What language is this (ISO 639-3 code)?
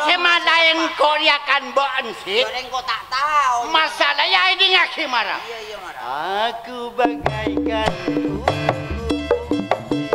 mad